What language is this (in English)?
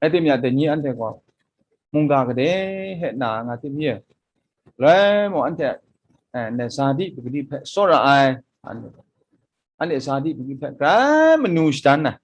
Kachin